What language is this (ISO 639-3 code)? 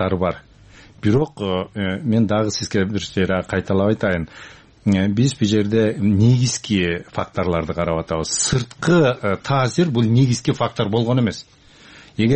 kir